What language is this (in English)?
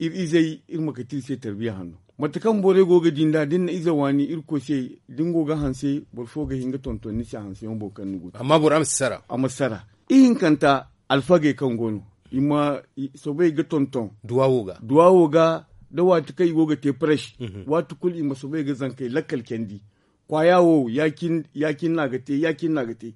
Zarma